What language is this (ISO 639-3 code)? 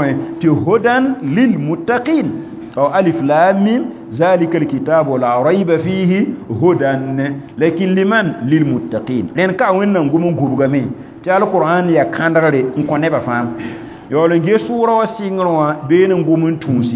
mos